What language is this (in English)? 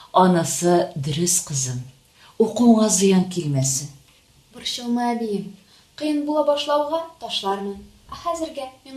Tatar